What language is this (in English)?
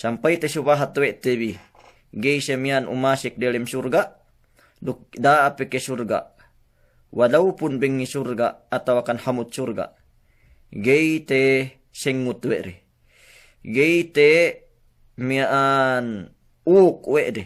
Yakan